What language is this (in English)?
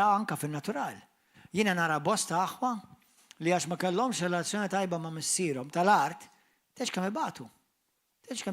Maltese